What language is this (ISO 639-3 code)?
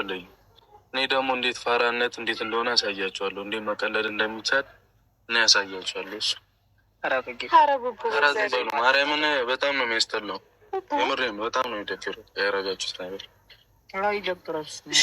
amh